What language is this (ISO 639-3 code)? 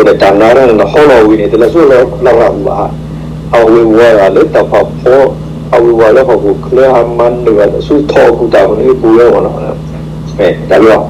ksw